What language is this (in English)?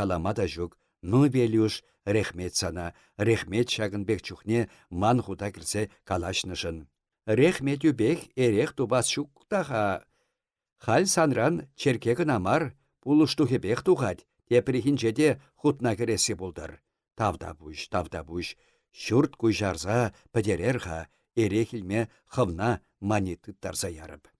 Chuvash